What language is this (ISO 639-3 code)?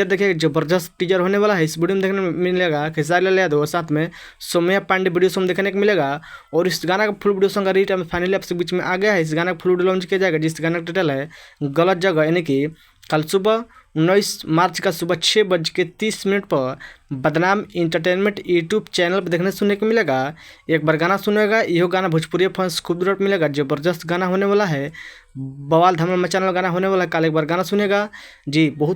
bho